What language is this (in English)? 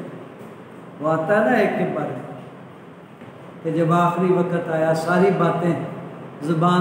Urdu